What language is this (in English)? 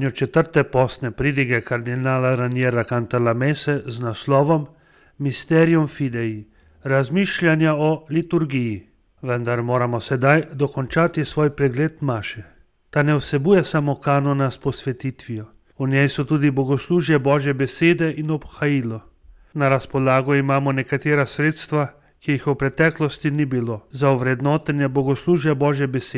Slovenian